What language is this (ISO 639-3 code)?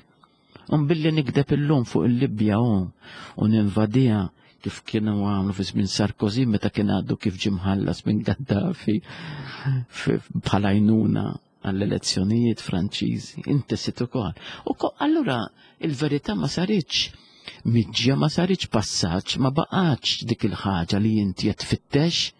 mlt